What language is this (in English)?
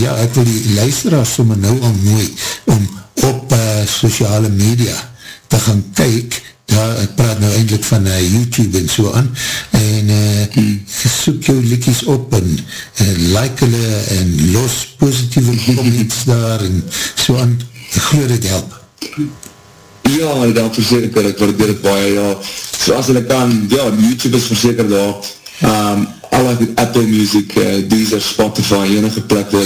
Afrikaans